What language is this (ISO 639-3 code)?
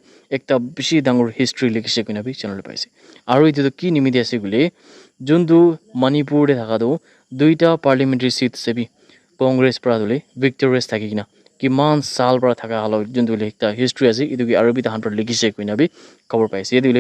nag